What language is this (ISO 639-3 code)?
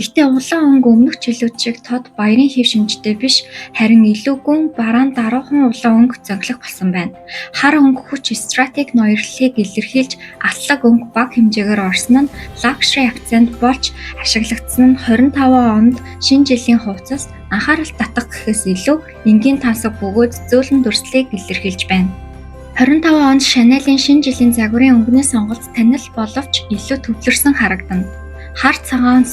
mon